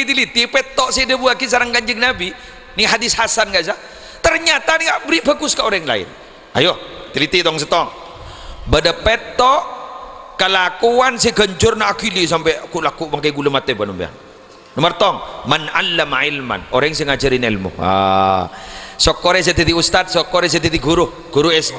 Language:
Madurese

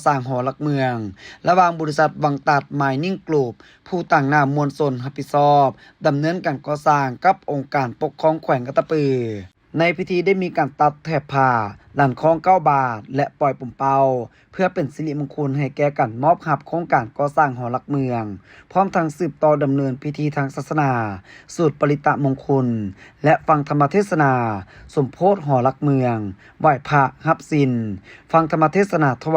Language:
Lao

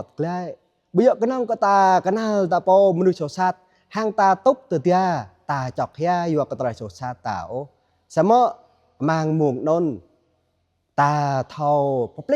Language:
Jarai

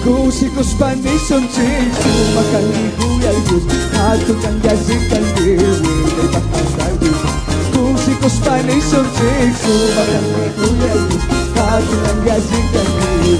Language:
Chimborazo Highland Quichua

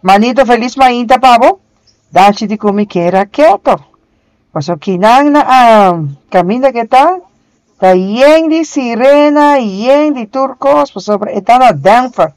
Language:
Papiamento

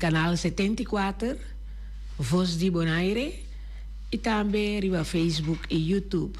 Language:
Papiamento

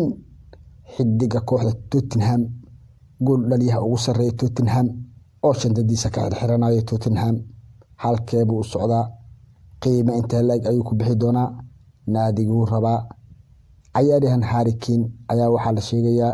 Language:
Somali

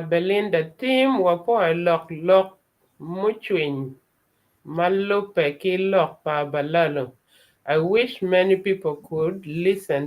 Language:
Acoli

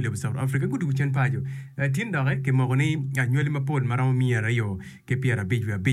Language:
Acoli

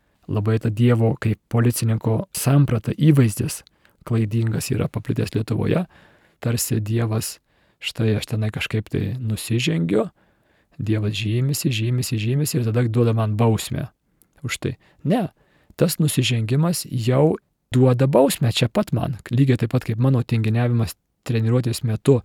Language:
Lithuanian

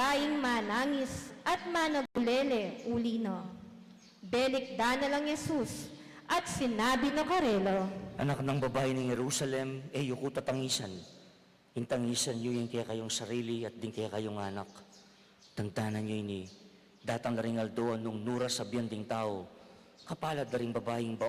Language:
Pampanga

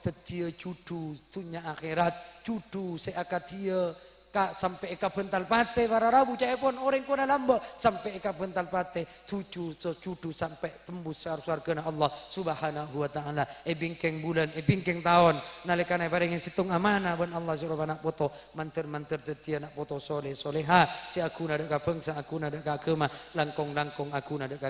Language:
Madurese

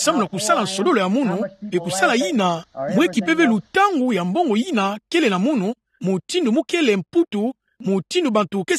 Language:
Kituba (Democratic Republic of Congo)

